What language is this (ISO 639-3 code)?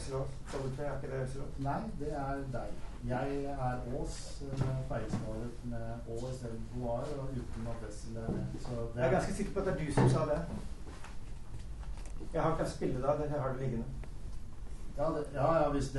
nor